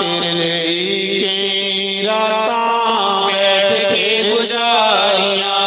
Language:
Dogri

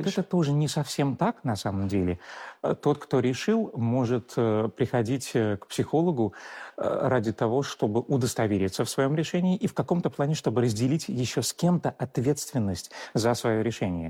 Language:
Russian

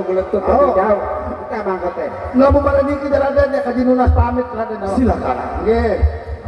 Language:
Sasak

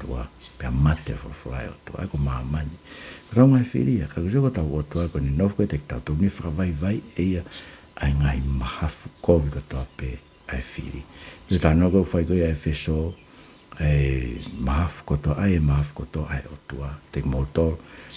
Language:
Tongan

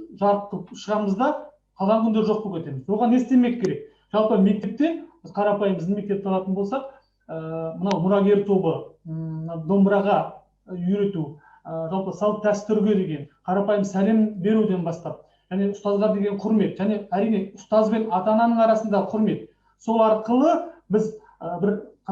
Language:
Kazakh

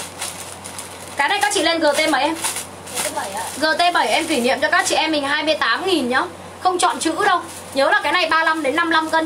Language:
Vietnamese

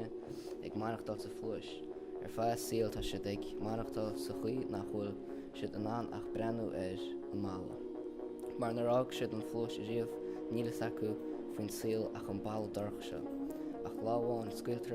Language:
Irish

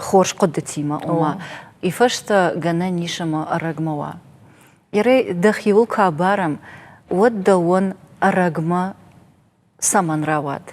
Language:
Ossetic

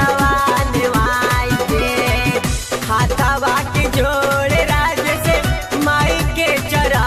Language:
Bhojpuri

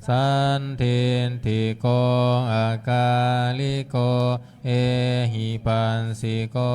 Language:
Pali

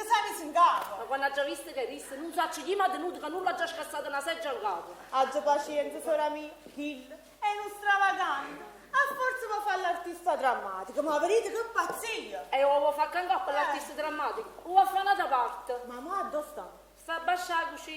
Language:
Neapolitan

